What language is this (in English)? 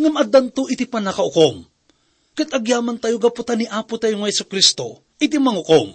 Iloko